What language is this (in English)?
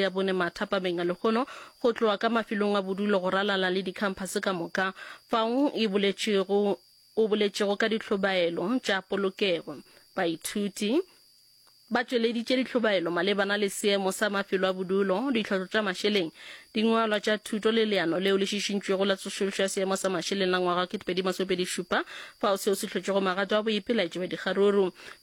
Northern Sotho